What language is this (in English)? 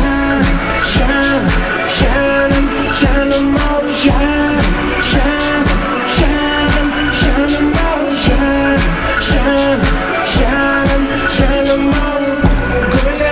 Kara-Kalpak